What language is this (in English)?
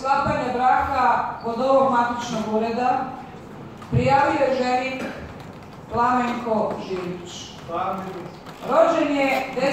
Croatian